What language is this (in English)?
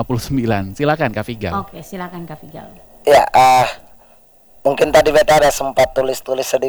Indonesian